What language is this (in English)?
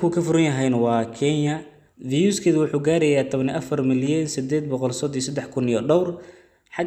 Somali